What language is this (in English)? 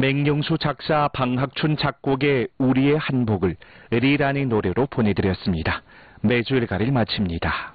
Korean